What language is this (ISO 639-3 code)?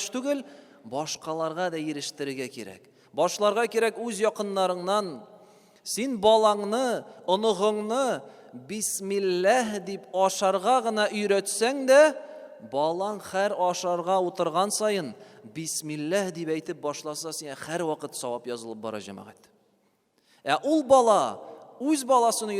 tat